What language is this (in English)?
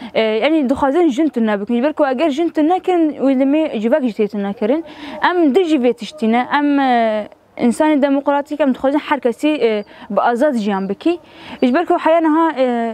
Kurdish